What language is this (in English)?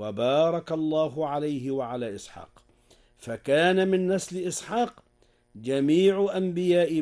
Arabic